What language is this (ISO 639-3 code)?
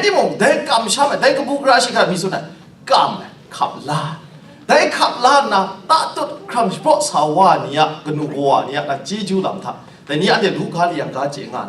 kac